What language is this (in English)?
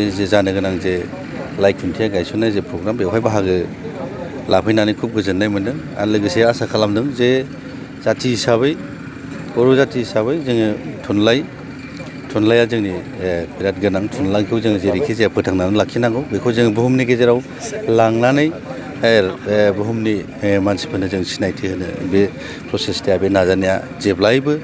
Bodo